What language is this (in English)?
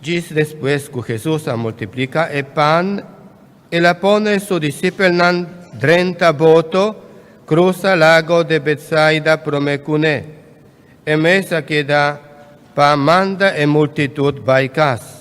Papiamento